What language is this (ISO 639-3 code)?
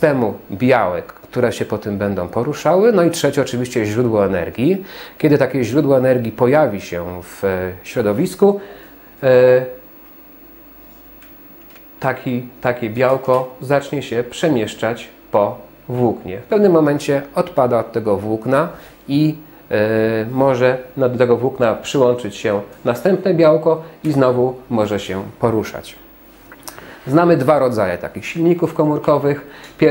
pol